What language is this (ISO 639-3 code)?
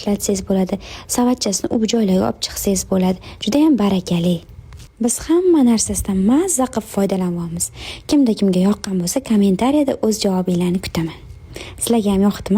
uzb